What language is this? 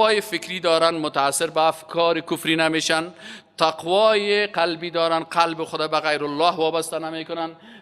Persian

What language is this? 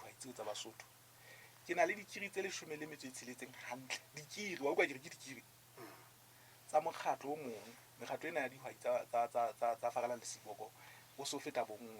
Southern Sotho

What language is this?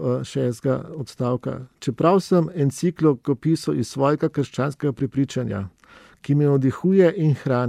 Slovenian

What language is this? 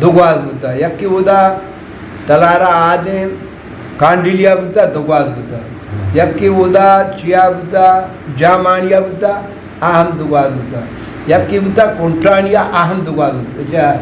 Eastern Balochi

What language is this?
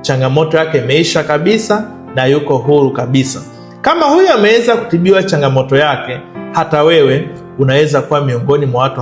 Swahili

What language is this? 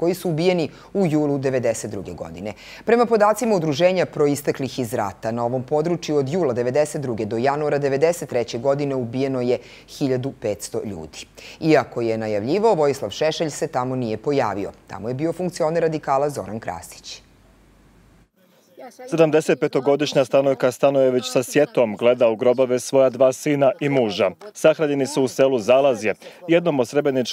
Serbian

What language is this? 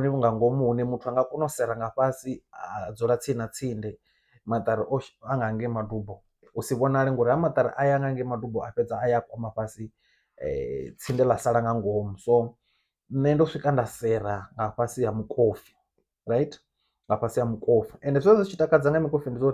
Venda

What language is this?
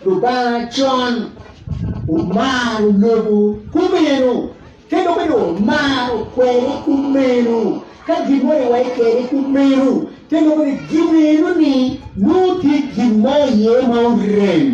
Acoli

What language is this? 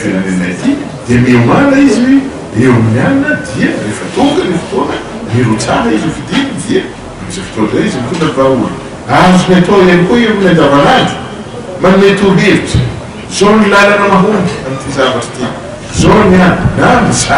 Malagasy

